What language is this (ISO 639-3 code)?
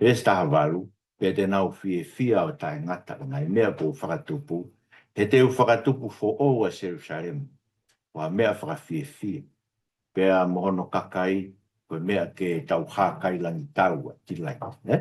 ton